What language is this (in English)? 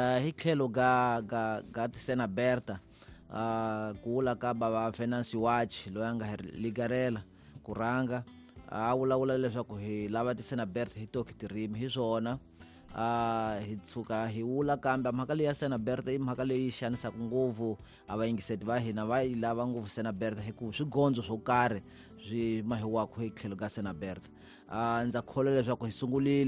Tsonga